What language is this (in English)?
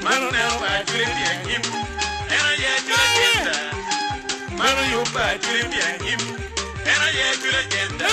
Acoli